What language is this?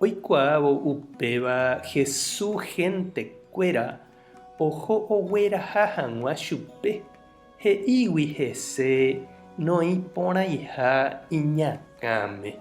Guarani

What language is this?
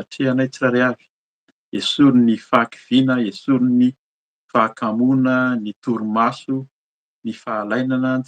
Malagasy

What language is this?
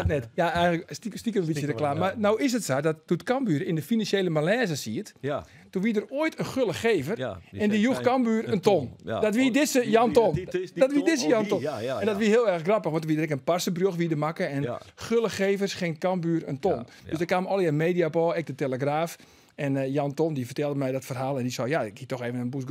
Western Frisian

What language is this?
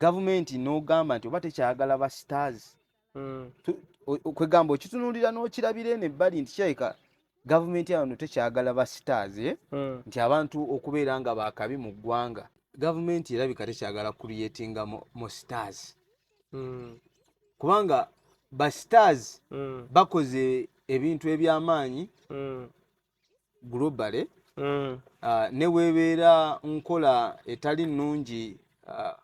Ganda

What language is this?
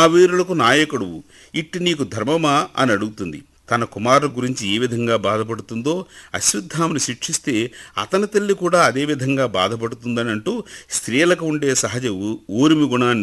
Telugu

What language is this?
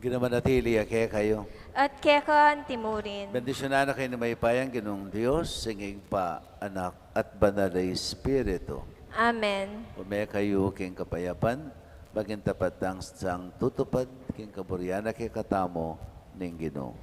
Pampanga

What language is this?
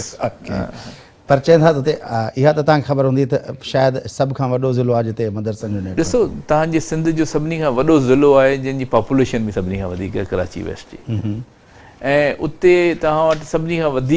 Sindhi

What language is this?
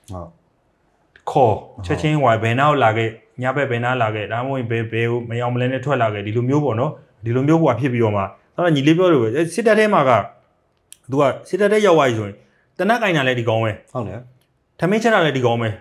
Burmese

